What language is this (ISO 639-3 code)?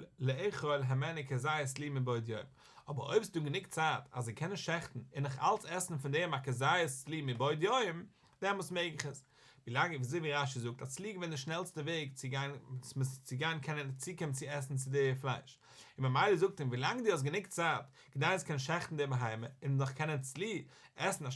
yid